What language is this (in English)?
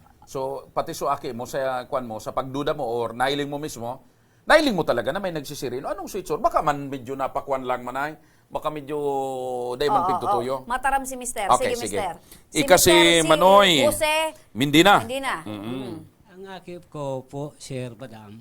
Bikol